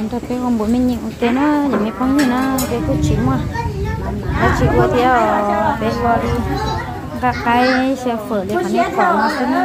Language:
Hmong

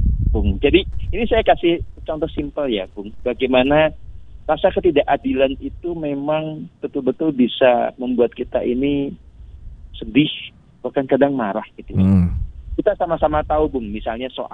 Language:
Indonesian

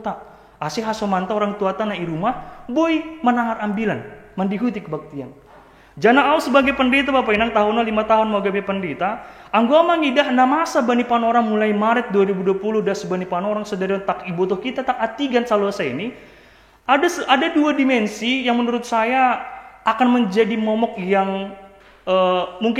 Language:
Batak Simalungun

